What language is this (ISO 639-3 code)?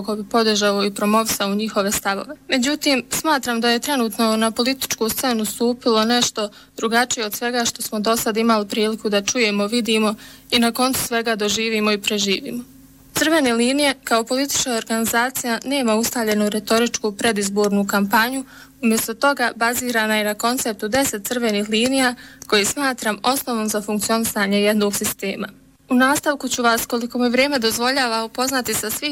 bos